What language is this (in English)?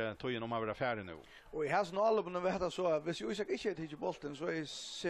Faroese